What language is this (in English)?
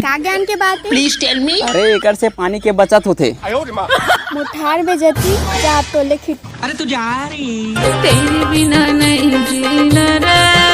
Chhattisgarhi